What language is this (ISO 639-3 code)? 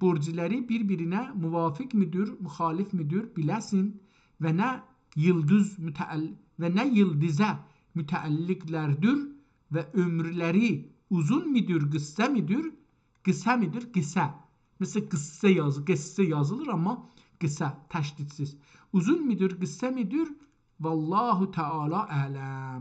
azb